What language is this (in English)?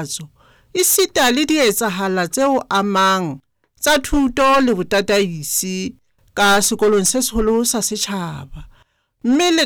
Southern Sotho